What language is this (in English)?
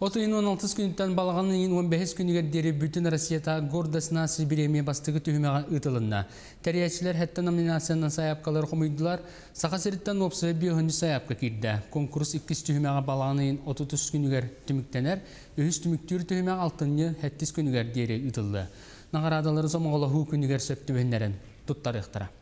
Yakut